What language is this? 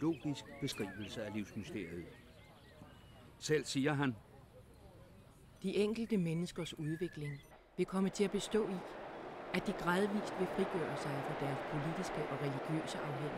Danish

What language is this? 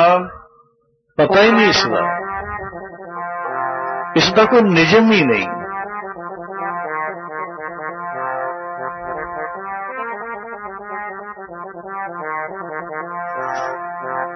Punjabi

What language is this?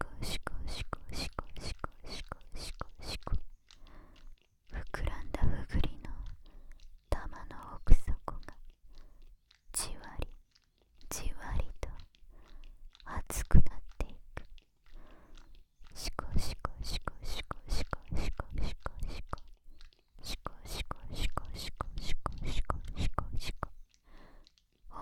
Japanese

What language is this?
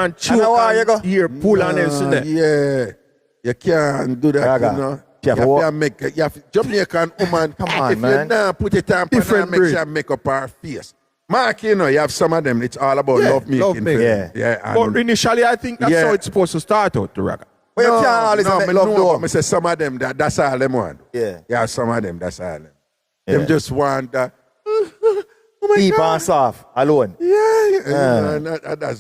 Jamaican Creole English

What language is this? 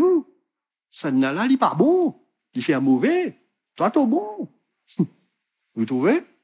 Morisyen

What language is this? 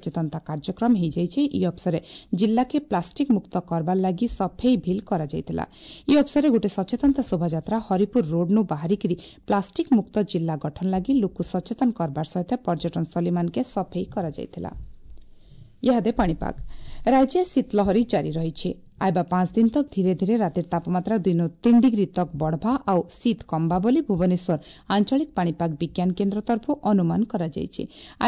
Odia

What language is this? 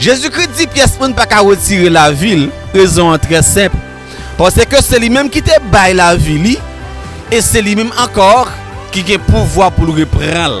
Haitian Creole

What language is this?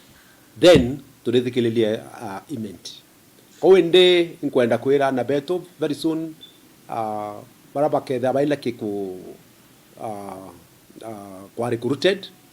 Meru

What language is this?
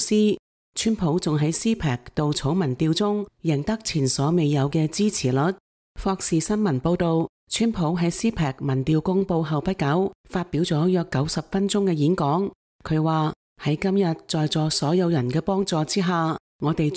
Cantonese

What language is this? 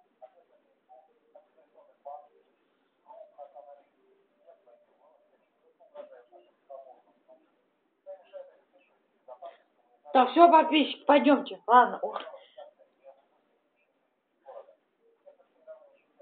Russian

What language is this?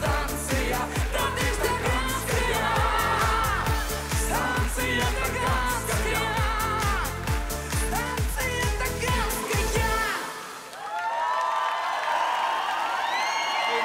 Russian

